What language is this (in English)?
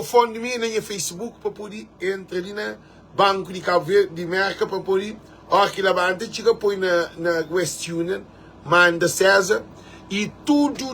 Kabuverdianu